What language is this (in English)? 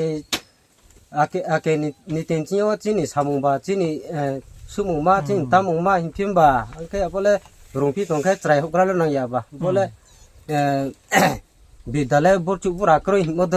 Riang (India)